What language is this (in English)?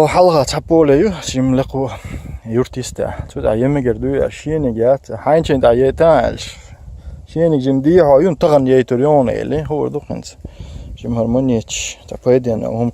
Chechen